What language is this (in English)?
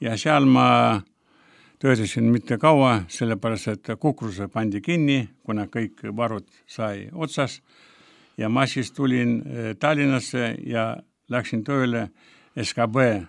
Estonian